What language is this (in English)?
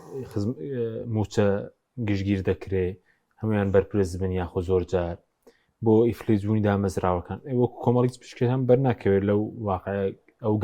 Central Kurdish